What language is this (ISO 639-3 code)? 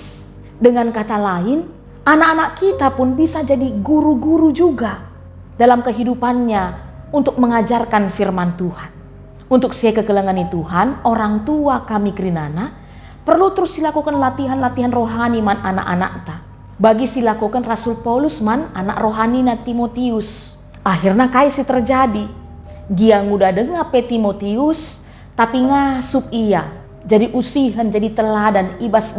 btx